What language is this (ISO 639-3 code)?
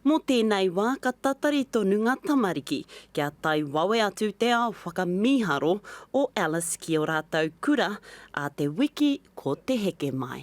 mri